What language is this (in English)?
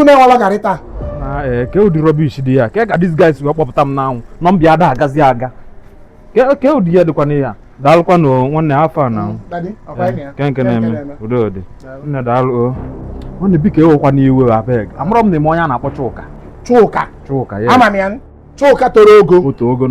Igbo